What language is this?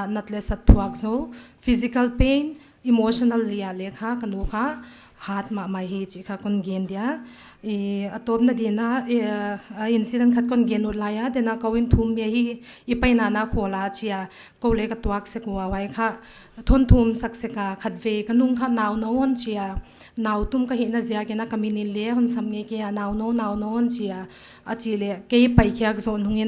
Paite Chin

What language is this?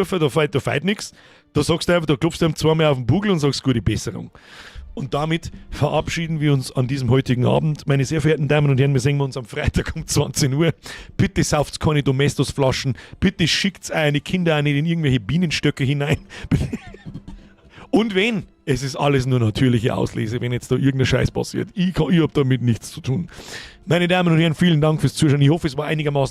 Bavarian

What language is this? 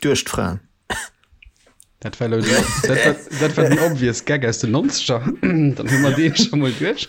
Luxembourgish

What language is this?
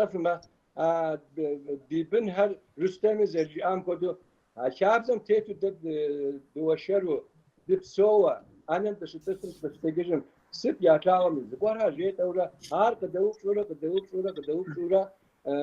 Kabardian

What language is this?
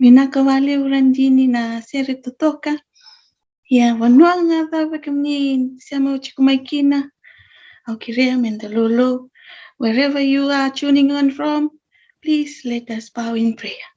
Fijian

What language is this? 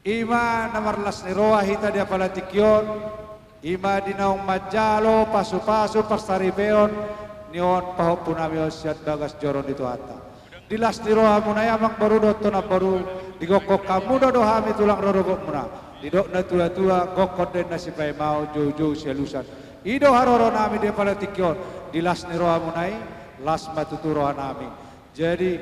Batak Toba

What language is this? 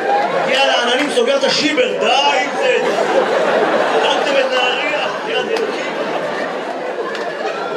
Hebrew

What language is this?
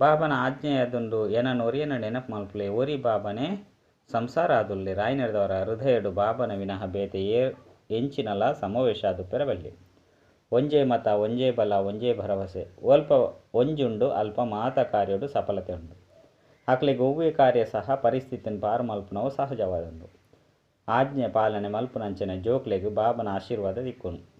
Tulu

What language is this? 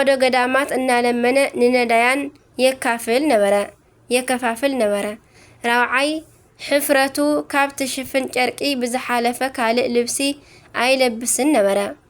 Tigrinya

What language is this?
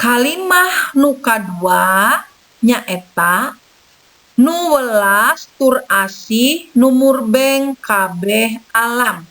Sundanese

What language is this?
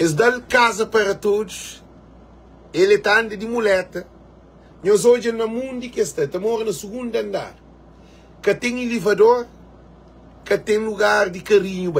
Kabuverdianu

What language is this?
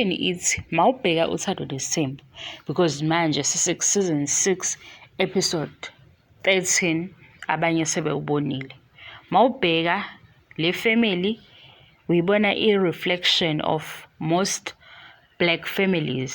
Zulu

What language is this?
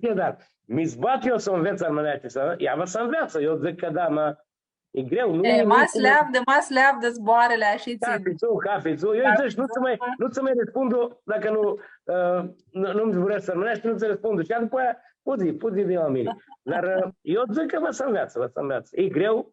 Aromanian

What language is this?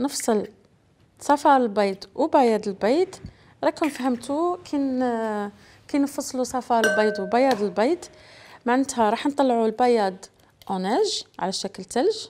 Algerian Arabic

